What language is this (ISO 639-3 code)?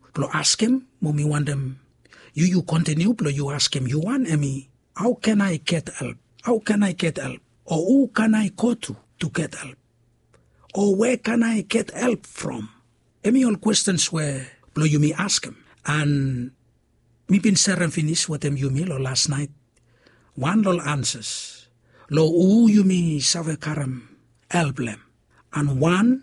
bis